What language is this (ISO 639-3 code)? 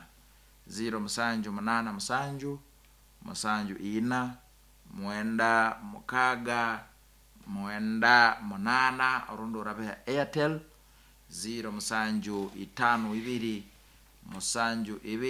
nyn